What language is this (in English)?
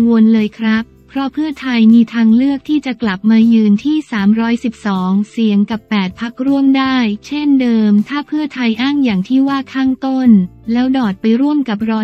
Thai